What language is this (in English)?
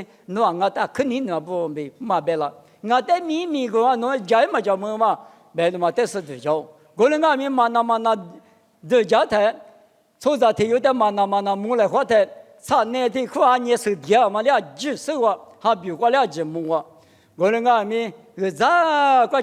Lisu